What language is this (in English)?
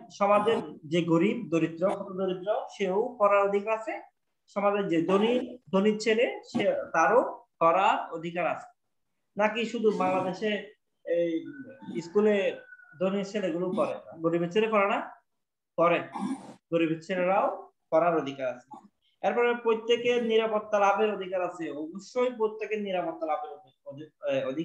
Bangla